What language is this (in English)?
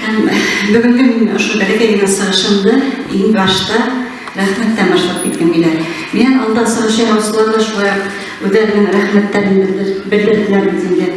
Bashkir